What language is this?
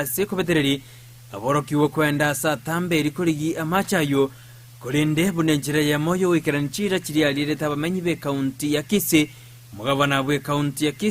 Gusii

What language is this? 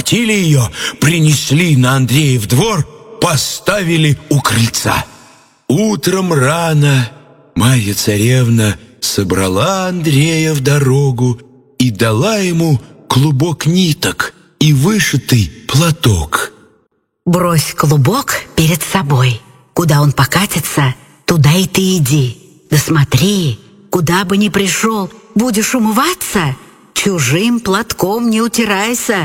Russian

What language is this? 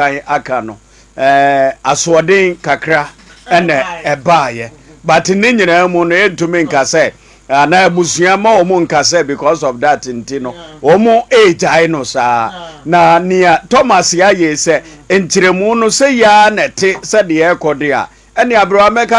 Akan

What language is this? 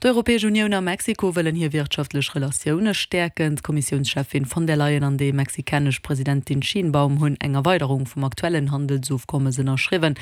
Luxembourgish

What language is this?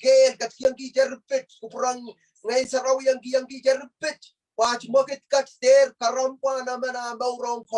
Pohnpeian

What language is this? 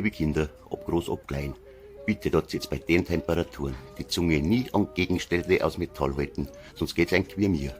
Bavarian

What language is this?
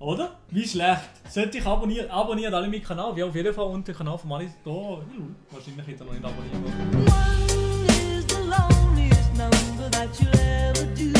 Swiss German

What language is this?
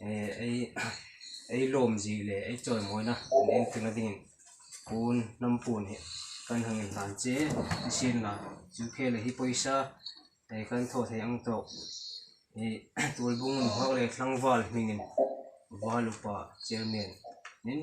Hmar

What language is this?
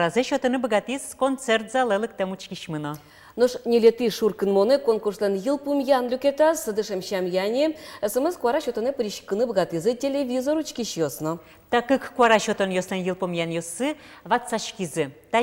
Udmurt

